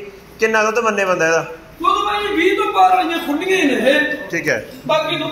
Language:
Punjabi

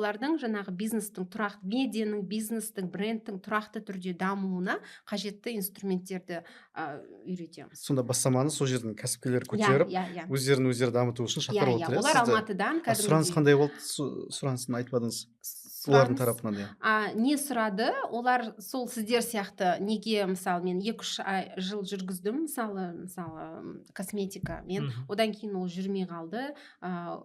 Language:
Kazakh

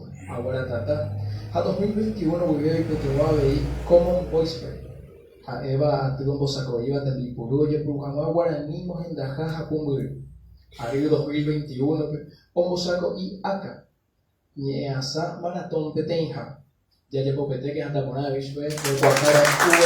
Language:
Guarani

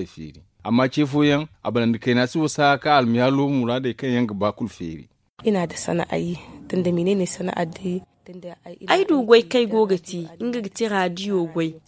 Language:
Zarma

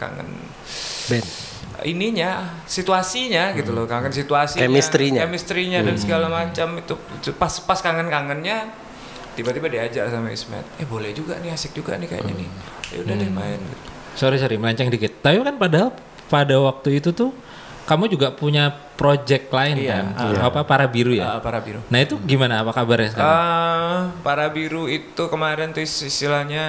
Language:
Indonesian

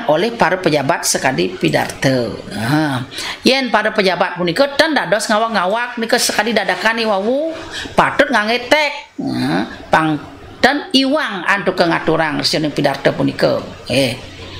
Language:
Balinese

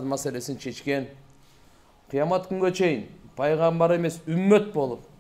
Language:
Kyrgyz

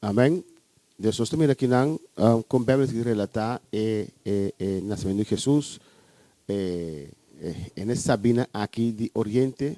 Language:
Papiamento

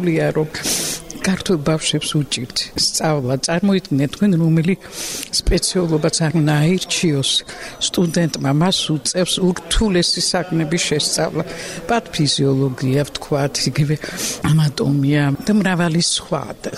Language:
Georgian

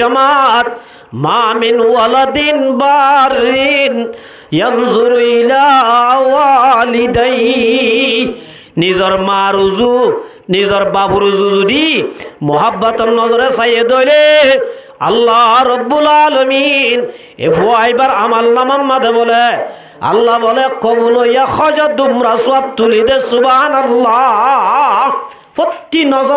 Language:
Rohingya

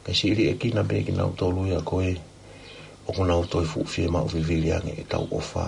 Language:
Tongan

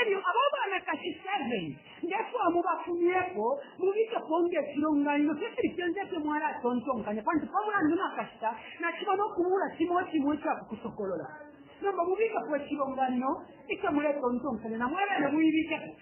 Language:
Bemba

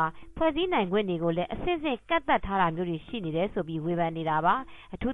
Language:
Burmese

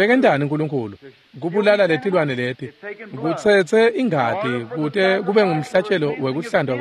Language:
Swati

